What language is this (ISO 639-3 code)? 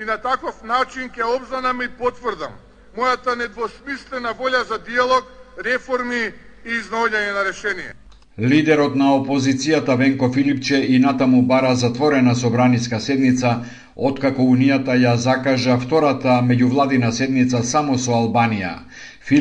mkd